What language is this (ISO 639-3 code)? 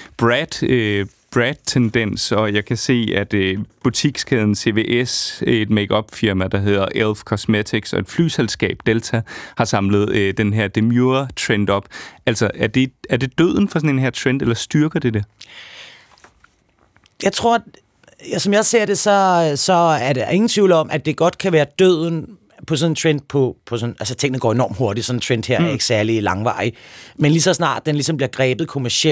dan